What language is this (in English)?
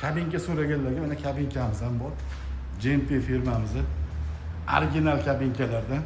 Uzbek